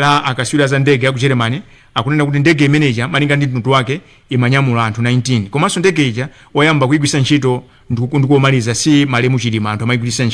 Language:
Nyanja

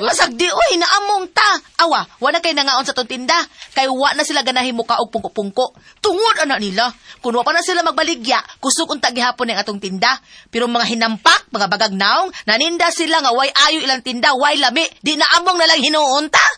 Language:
Cebuano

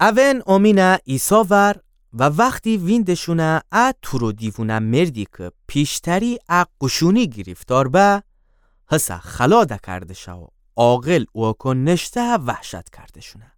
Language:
Gilaki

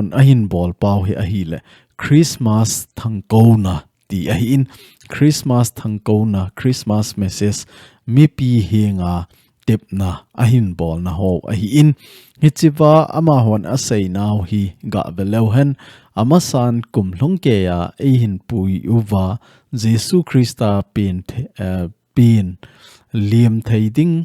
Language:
Thado Chin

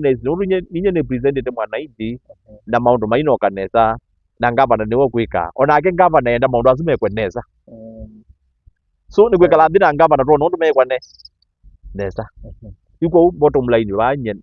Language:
Kamba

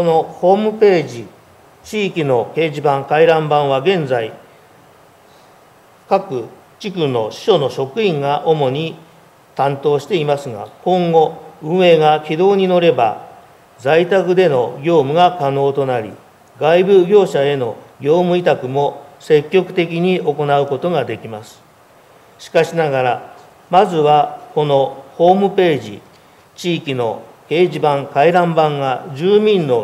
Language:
Japanese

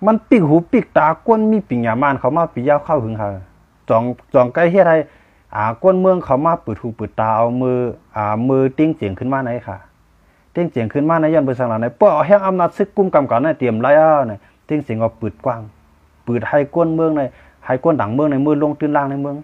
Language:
Shan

